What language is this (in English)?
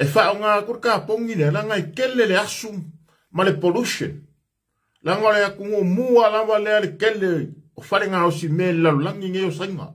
Samoan